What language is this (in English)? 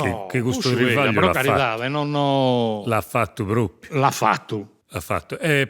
Sardinian